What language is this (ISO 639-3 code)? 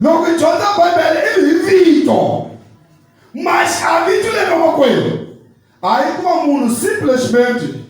tso